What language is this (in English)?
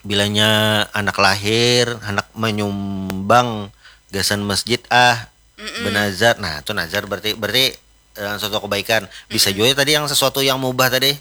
Banjar